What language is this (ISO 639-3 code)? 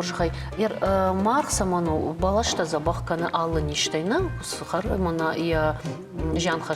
oss